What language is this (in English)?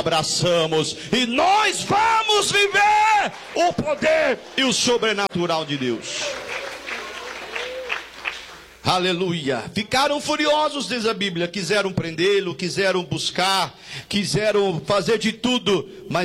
Portuguese